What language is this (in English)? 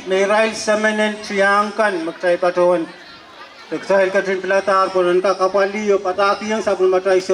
Pohnpeian